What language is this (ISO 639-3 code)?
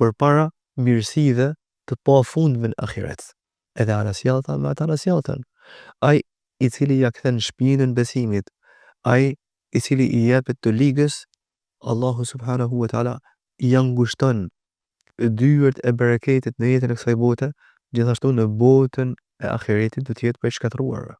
sqi